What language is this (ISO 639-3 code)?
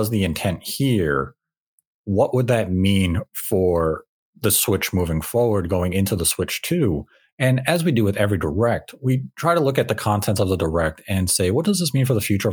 eng